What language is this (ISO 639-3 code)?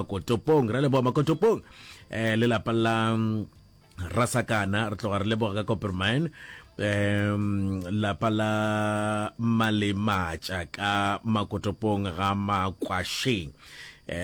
nso